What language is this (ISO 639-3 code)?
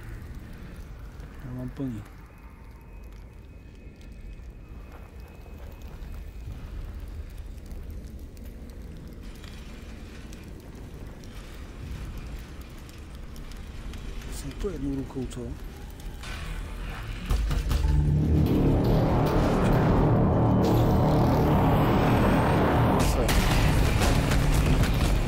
ces